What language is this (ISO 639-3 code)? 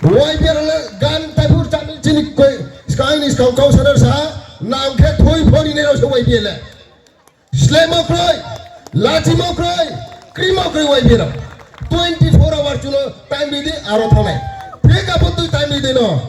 ria